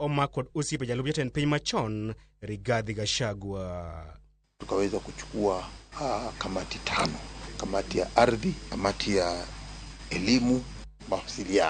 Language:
Luo (Kenya and Tanzania)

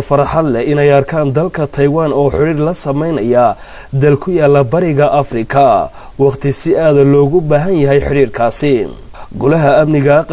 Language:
Somali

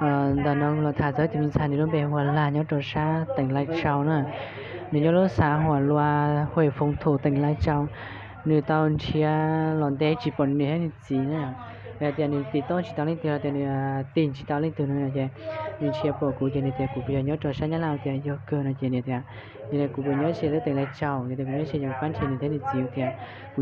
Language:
Hmong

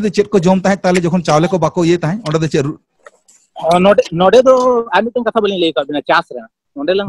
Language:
Santali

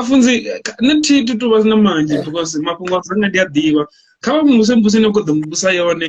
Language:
Venda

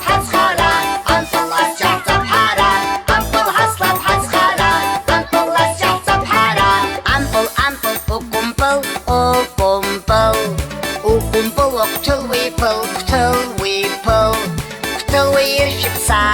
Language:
Abkhazian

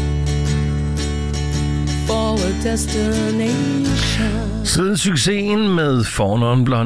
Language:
Danish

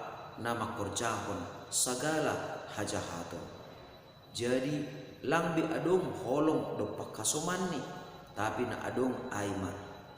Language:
Batak Simalungun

